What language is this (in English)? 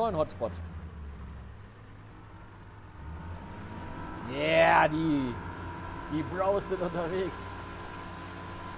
German